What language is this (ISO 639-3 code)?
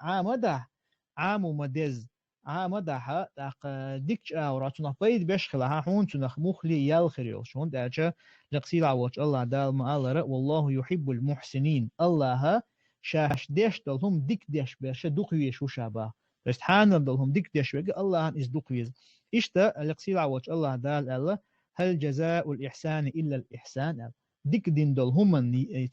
che